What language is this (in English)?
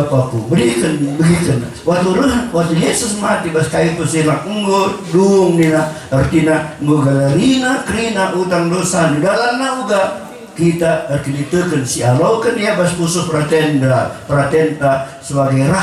Batak Karo